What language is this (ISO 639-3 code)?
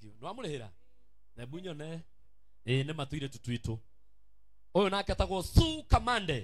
kik